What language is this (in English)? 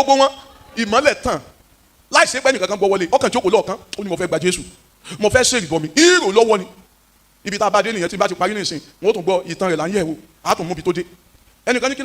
Yoruba